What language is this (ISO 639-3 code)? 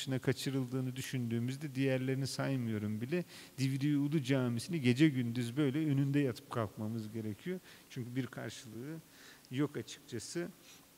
tur